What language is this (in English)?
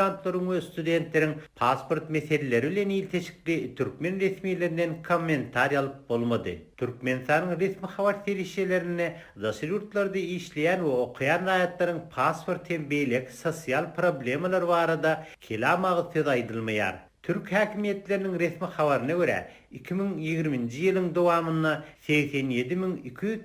Turkmen